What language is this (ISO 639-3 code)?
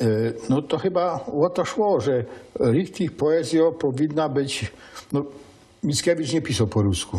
szl